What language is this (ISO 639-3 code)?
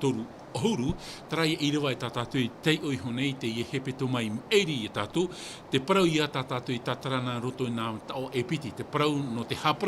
tah